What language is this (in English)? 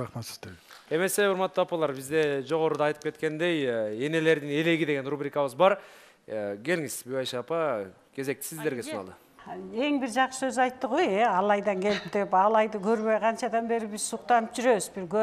Kyrgyz